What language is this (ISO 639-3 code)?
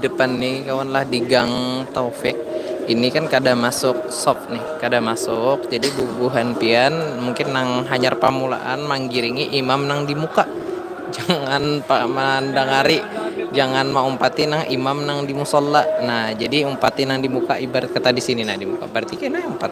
bjn